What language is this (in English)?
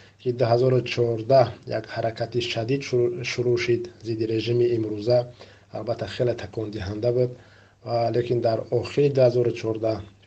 Tajik